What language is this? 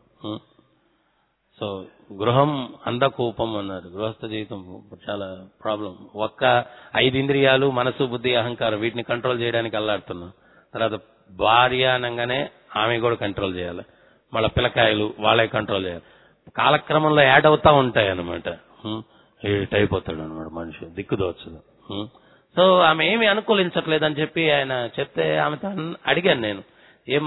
Telugu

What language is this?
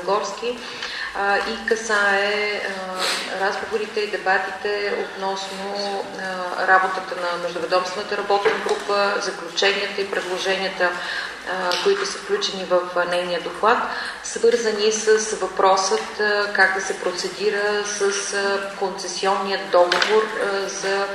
Bulgarian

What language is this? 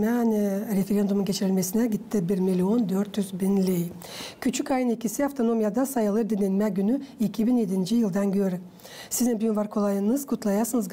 Gagauz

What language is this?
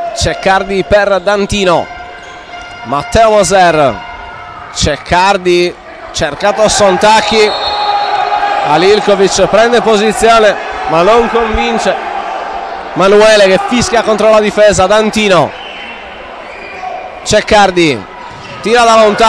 Italian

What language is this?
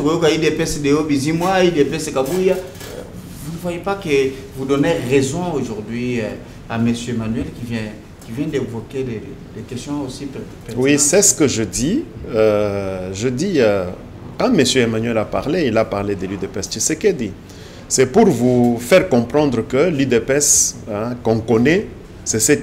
French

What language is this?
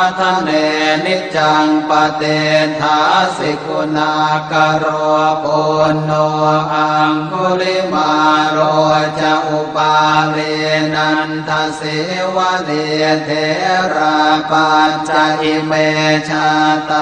Pali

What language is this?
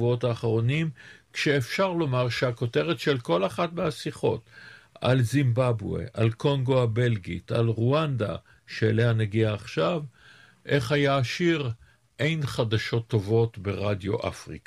Hebrew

